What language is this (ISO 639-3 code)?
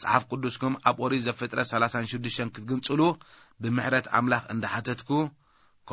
tir